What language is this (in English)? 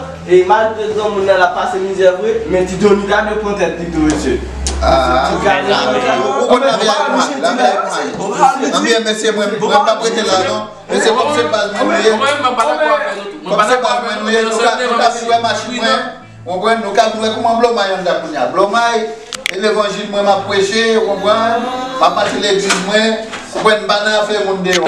Haitian Creole